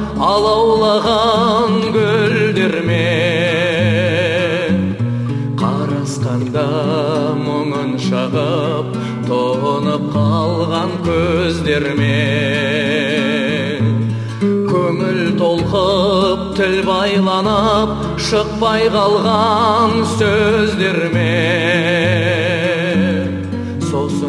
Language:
Kazakh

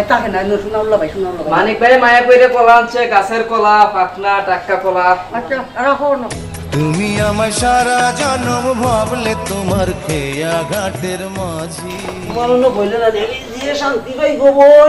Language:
Sylheti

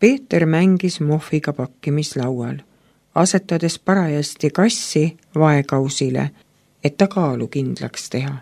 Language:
Estonian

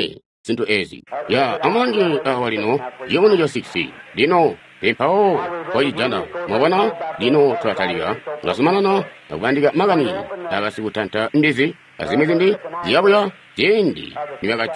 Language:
Tonga (Zambia)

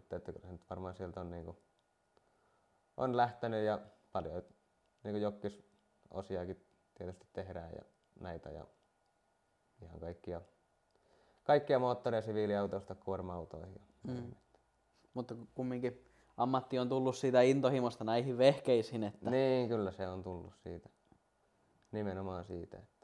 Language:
Finnish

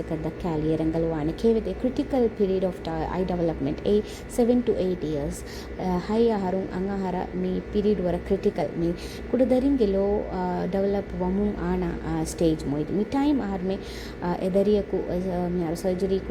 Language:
Divehi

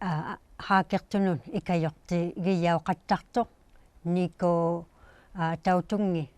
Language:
Inuktitut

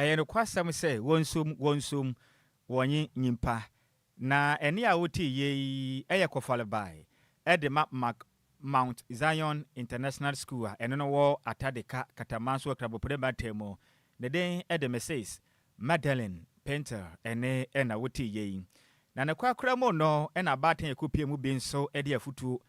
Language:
Akan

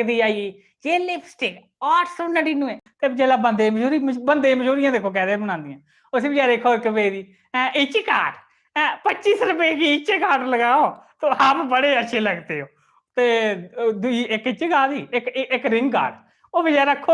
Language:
Dogri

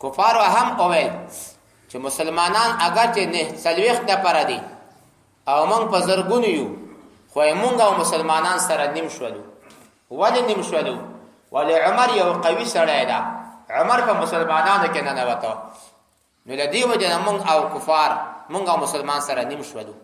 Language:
Pashto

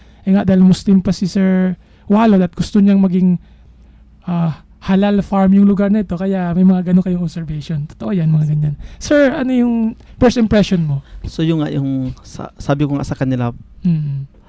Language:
Filipino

